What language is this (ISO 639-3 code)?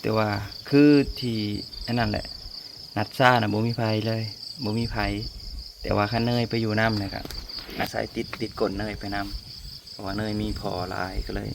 lao